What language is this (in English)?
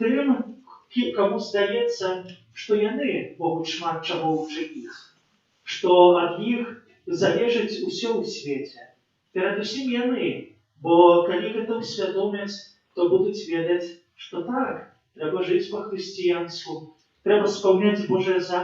Belarusian